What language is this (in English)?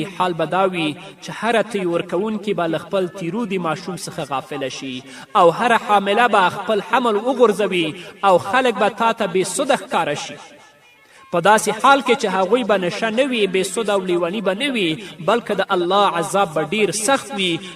Pashto